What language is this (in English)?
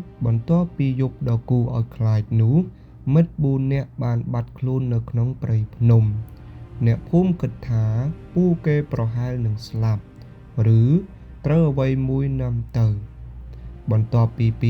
Khmer